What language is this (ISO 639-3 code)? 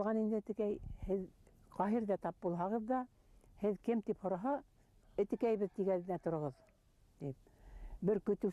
bak